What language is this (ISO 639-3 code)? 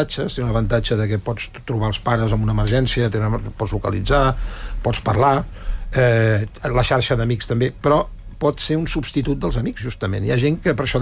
cat